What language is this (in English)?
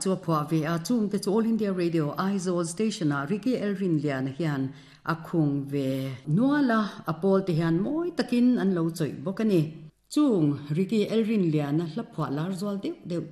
Mizo